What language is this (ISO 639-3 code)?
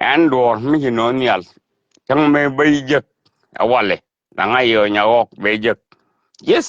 nus